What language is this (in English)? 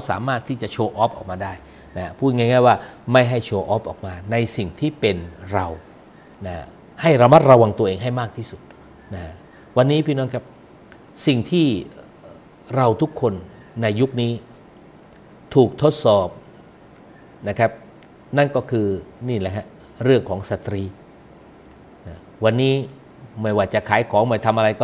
Thai